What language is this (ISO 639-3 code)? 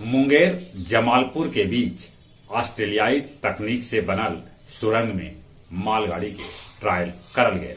mag